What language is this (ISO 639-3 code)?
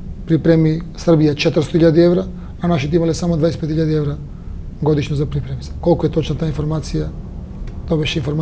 mkd